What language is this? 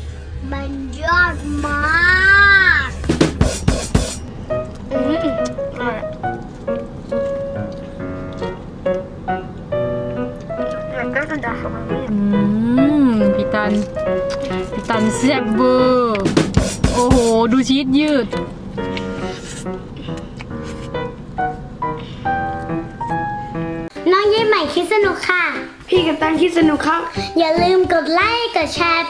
Thai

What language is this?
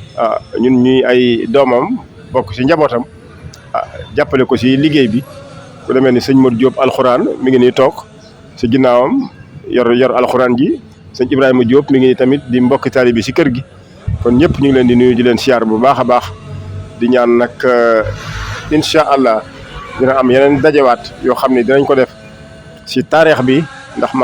Wolof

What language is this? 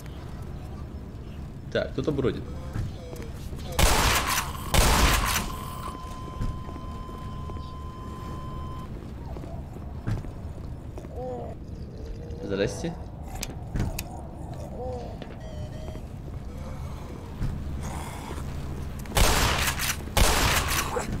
Russian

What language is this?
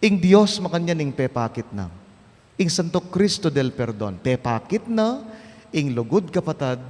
Pampanga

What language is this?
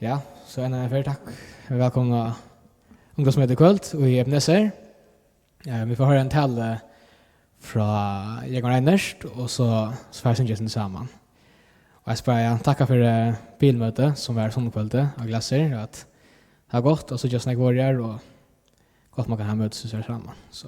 Faroese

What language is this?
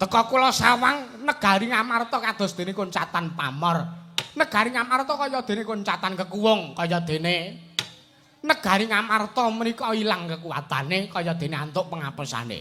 Javanese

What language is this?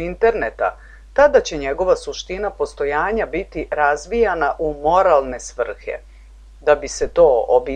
Serbian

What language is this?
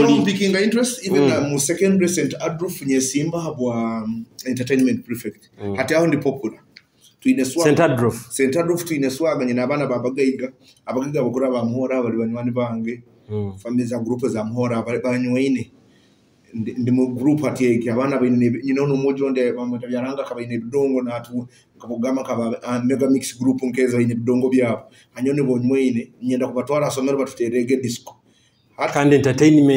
Nyoro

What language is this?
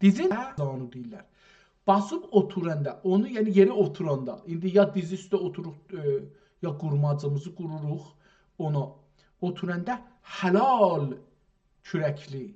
South Azerbaijani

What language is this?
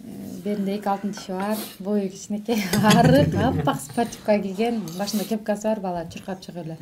Kyrgyz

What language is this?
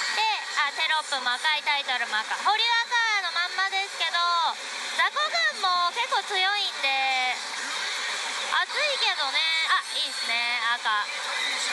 Japanese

